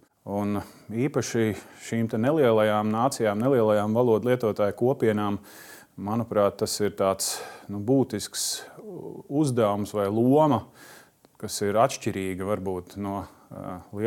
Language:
Latvian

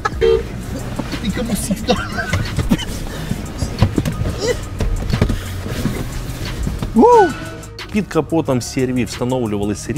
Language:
Ukrainian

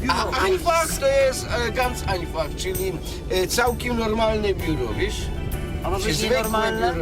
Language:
Silesian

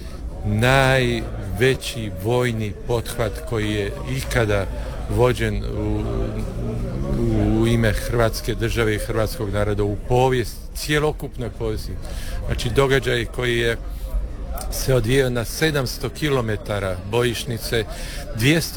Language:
Croatian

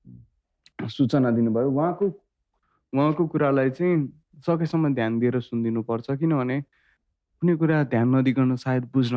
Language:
Nepali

